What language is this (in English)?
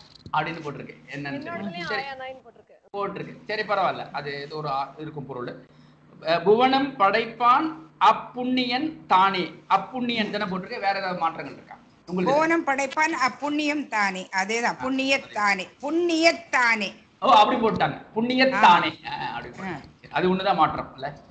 Tamil